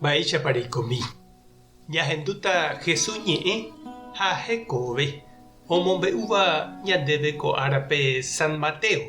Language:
Guarani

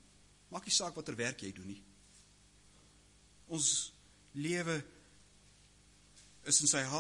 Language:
Afrikaans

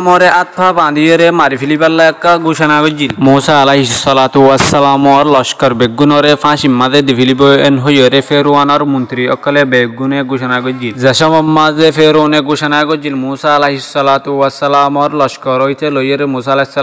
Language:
Rohingya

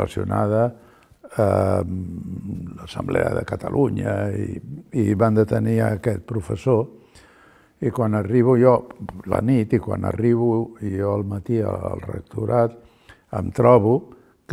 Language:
Catalan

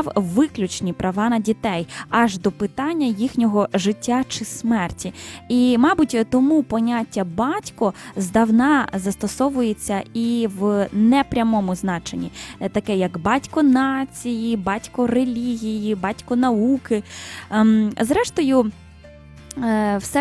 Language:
Ukrainian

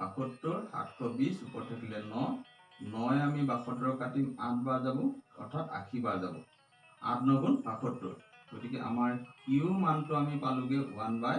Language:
Assamese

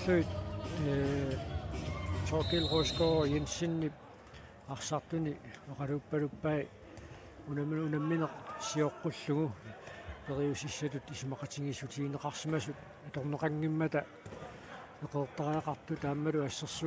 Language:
Kalaallisut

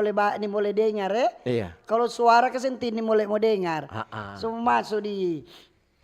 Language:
Manado Malay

